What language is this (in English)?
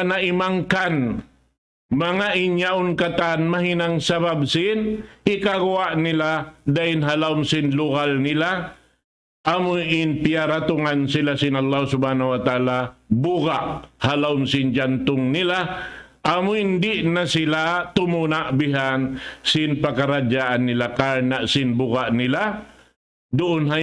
Tausug